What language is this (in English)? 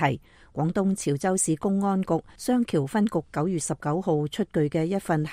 Cantonese